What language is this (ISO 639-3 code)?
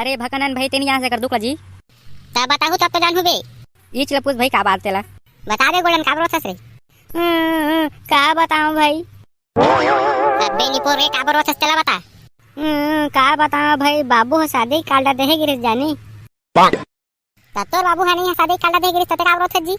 hne